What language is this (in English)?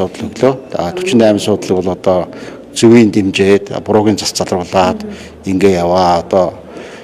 Mongolian